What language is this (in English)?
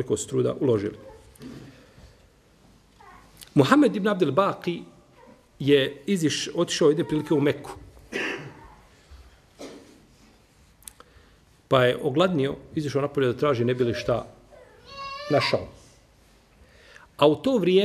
Bosnian